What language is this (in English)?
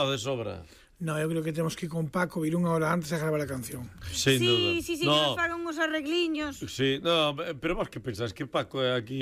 Galician